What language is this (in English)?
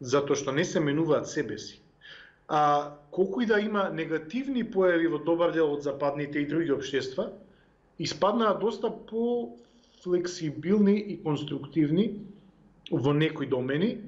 Macedonian